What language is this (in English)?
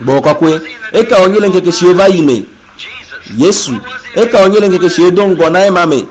Ewe